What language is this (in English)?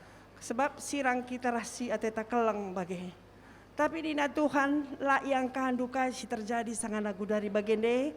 Batak Karo